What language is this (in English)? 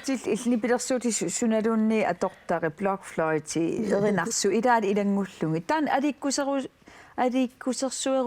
Kalaallisut